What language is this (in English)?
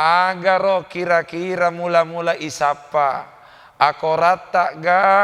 Buginese